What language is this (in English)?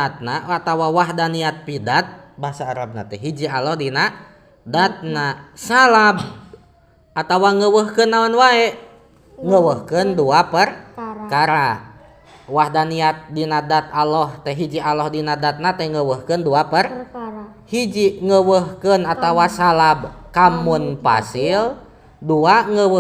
Sundanese